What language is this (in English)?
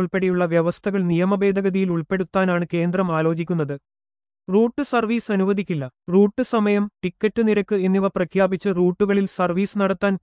Malayalam